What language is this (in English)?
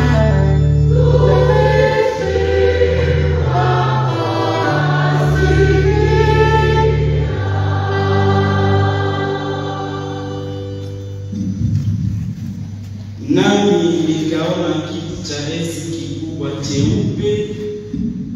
Swahili